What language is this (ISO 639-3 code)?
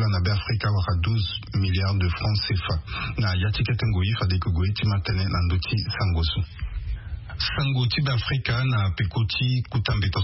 sag